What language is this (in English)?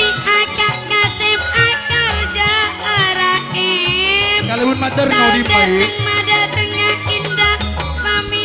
Madurese